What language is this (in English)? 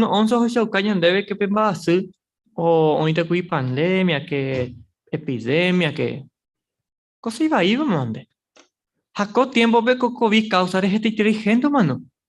Guarani